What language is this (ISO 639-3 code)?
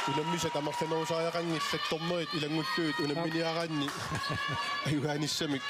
kal